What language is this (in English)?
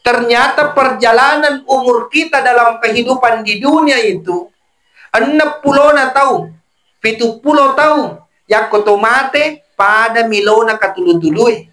Buginese